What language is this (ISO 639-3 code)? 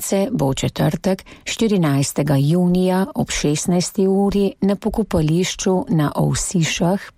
slv